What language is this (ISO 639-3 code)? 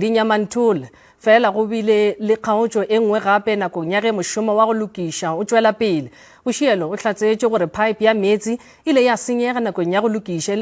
nso